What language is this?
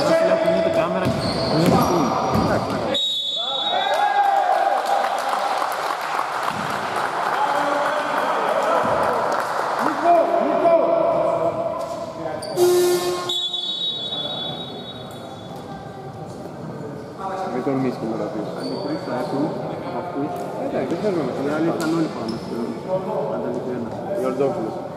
Greek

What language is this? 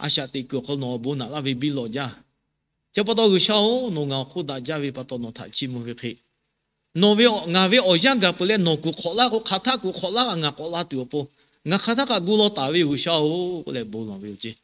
Lahu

